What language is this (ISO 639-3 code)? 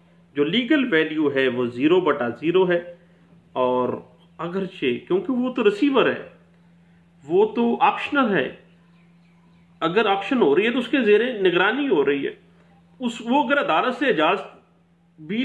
urd